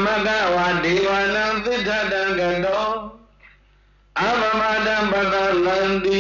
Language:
Burmese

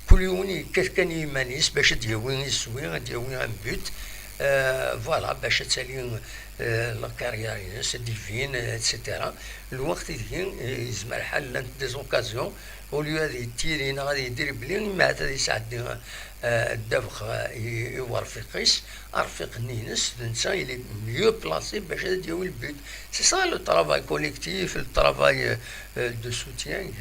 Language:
Kabyle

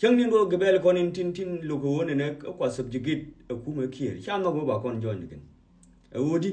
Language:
Nuer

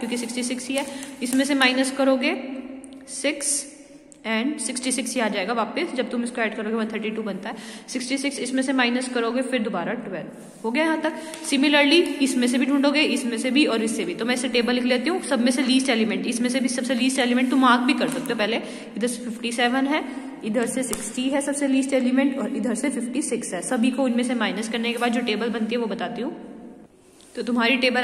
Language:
Hindi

